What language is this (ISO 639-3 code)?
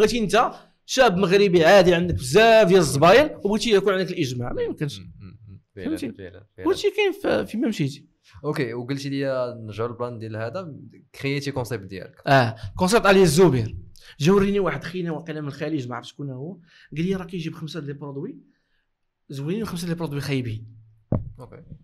ary